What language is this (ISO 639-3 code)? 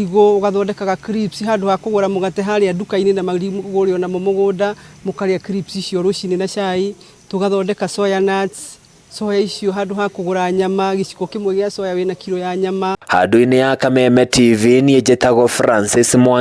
kik